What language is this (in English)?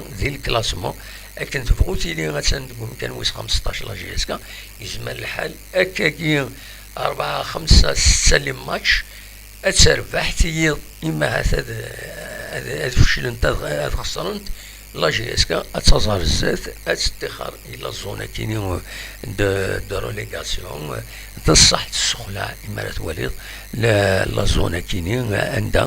Kabyle